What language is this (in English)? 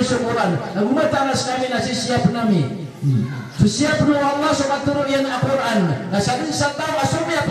Maranao